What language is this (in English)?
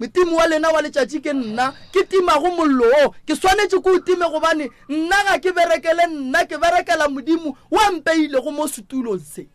Northern Sotho